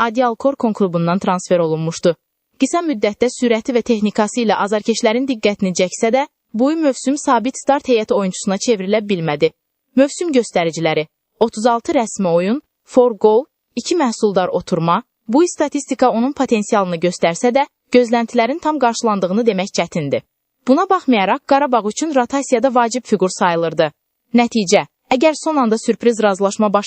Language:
Azerbaijani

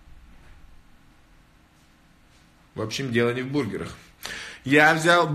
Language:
Russian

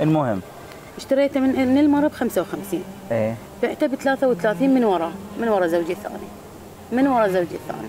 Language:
Mesopotamian Arabic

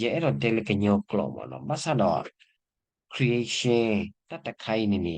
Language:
S'gaw Karen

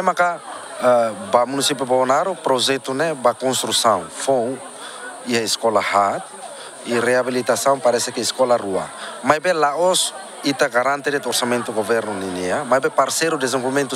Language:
Tetum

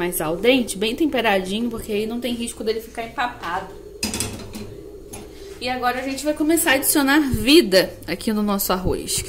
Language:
Portuguese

